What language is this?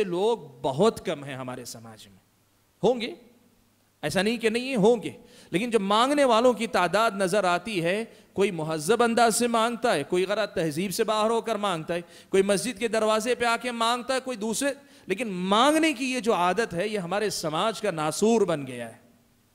Urdu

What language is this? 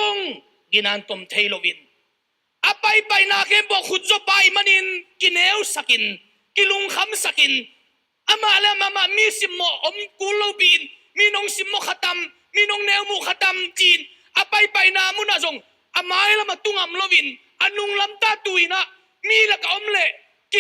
Tedim Chin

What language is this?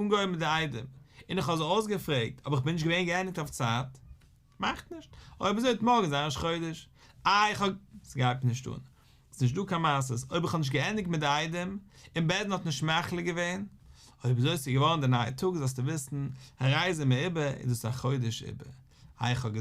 Yiddish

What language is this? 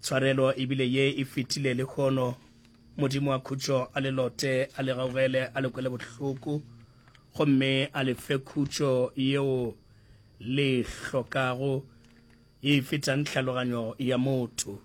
Northern Sotho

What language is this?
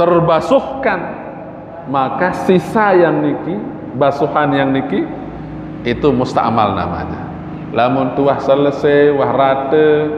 Sasak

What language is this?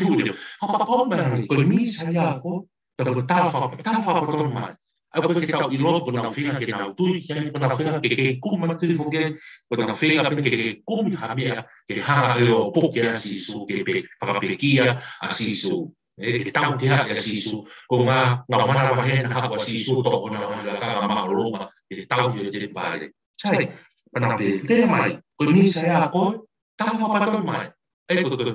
Tongan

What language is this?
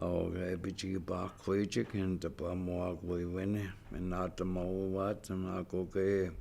Chippewa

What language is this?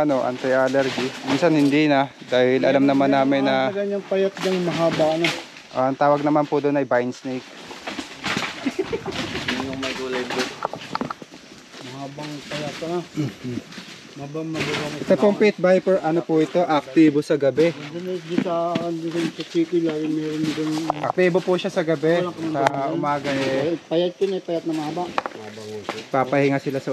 Filipino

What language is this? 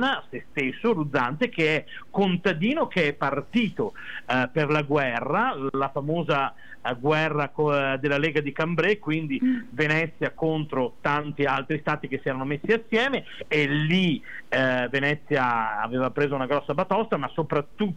Italian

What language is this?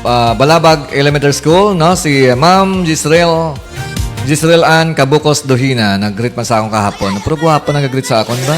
Hiligaynon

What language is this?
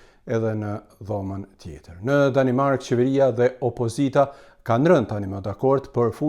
Albanian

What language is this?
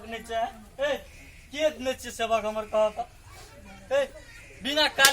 Maithili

